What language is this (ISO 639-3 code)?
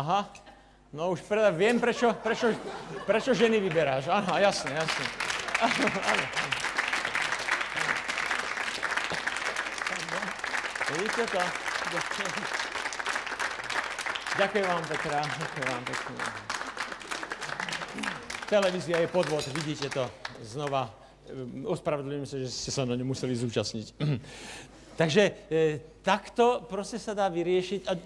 slk